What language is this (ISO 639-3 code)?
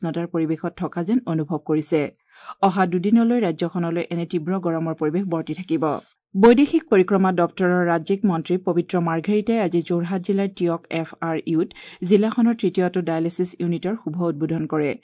asm